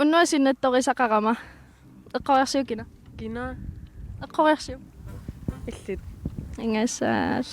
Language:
Kalaallisut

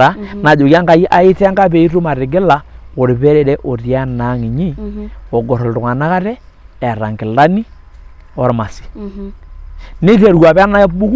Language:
Masai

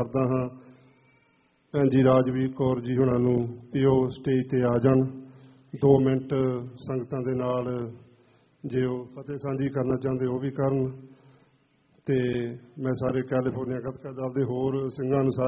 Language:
Punjabi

